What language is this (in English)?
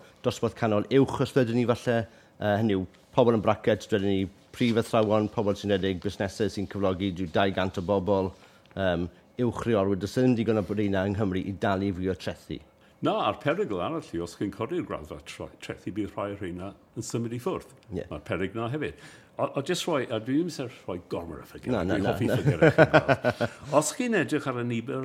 Welsh